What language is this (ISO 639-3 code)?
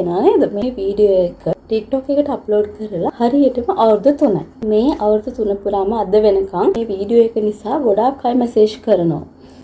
sin